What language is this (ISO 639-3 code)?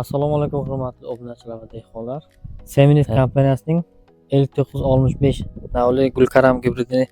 uzb